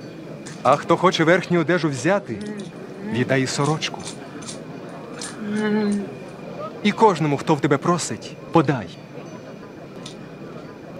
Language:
Ukrainian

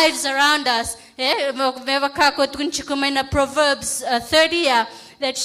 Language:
Fijian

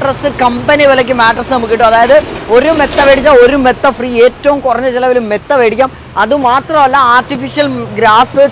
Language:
Malayalam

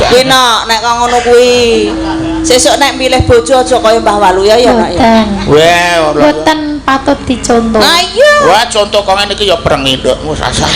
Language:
Javanese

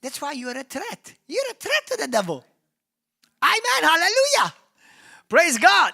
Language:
English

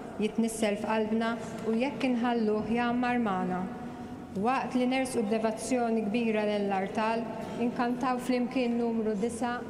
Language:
Maltese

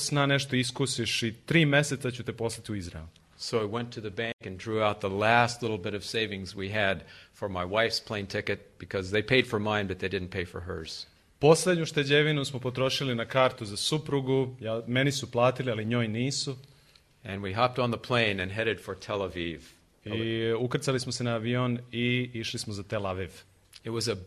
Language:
Serbian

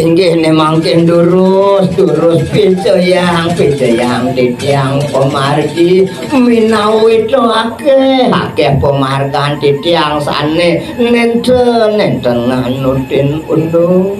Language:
Balinese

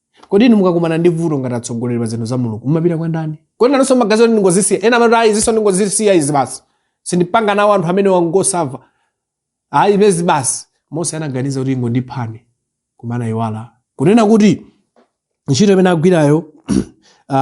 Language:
Nyanja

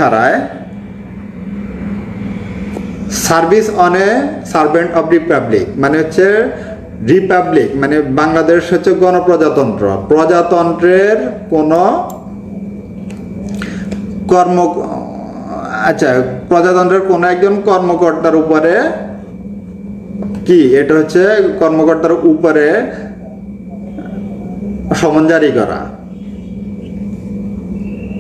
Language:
Bangla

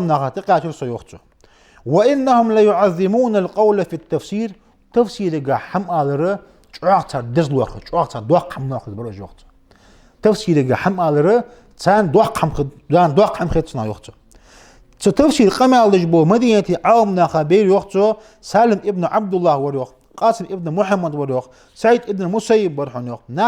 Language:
Ingush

